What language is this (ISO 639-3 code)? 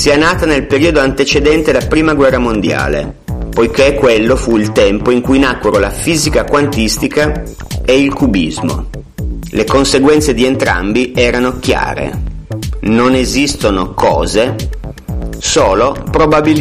ita